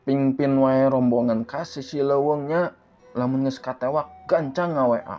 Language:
Sundanese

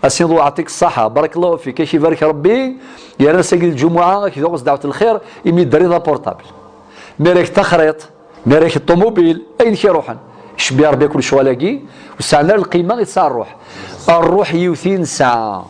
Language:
Kabyle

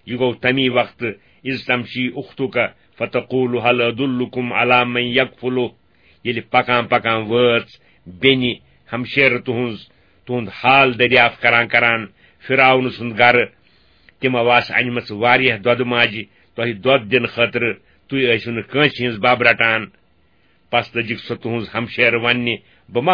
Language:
Kashmiri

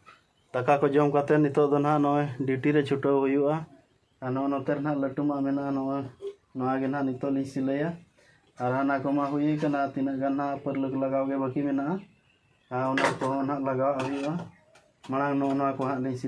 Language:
Santali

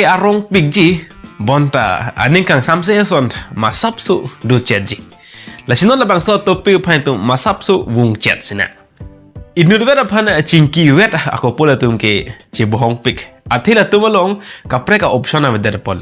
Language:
Karbi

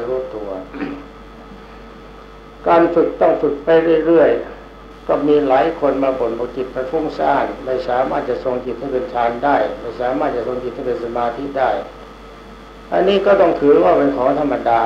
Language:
Thai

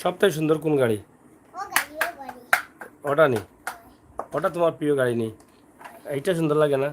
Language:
Sylheti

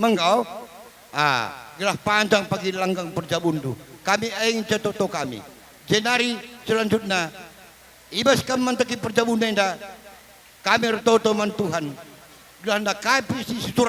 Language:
Batak Karo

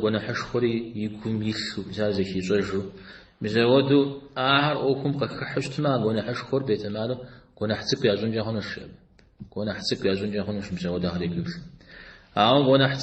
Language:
Kabardian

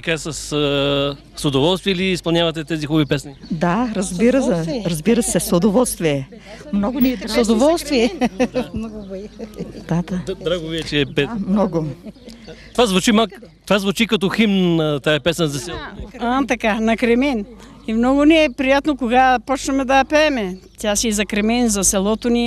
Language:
Bulgarian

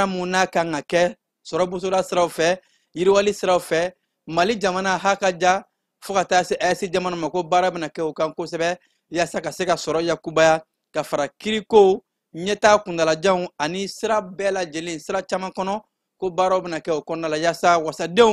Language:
Bambara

